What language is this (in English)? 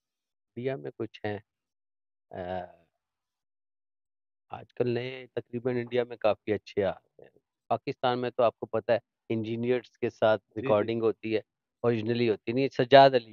Urdu